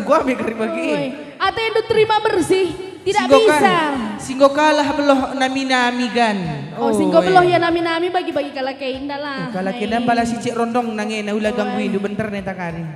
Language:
Batak Karo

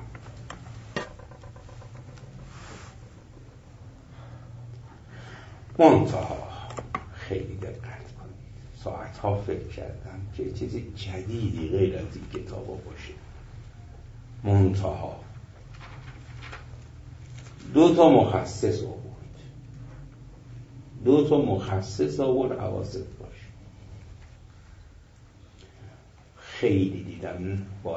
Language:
Persian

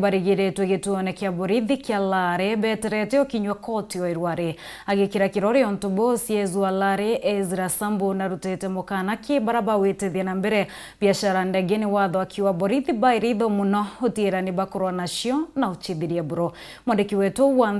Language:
Meru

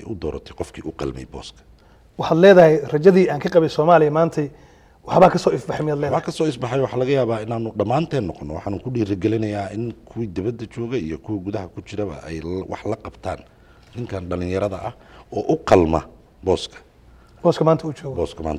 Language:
Somali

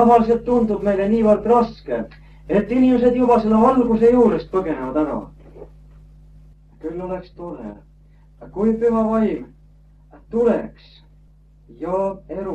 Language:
Estonian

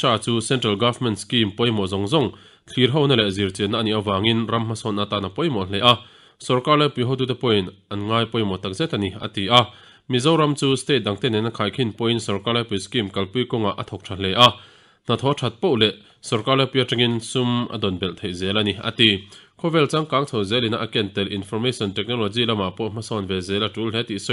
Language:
Mizo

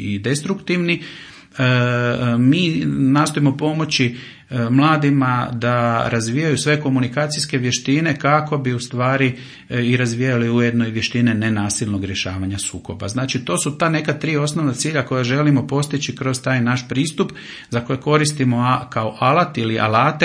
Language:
Croatian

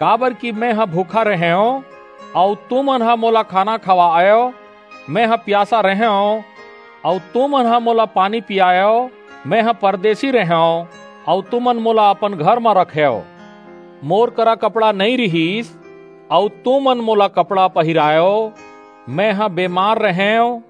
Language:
Chhattisgarhi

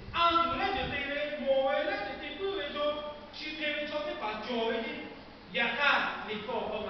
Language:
Lahu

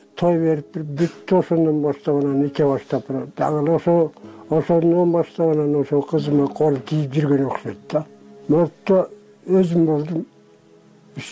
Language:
Kyrgyz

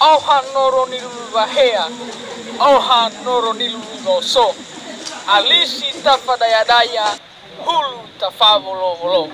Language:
Nias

